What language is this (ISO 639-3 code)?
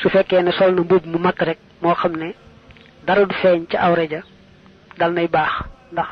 wol